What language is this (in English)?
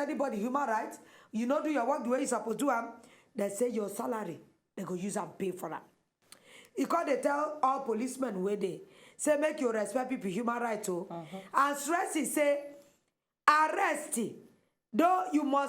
Nigerian Pidgin